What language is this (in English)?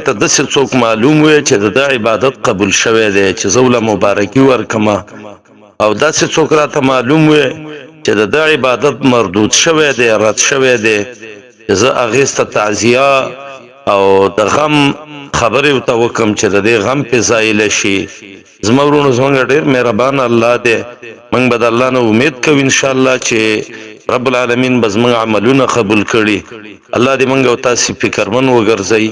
Pashto